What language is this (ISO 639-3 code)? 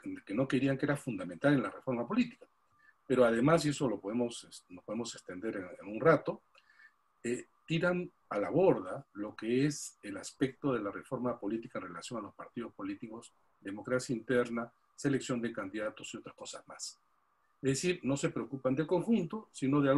spa